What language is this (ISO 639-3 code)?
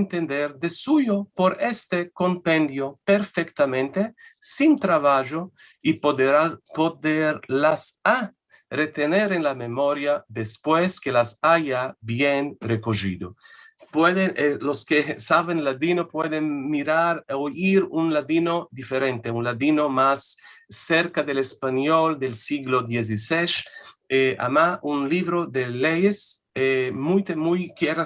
lad